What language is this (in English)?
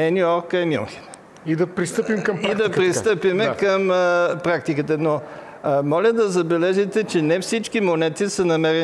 Bulgarian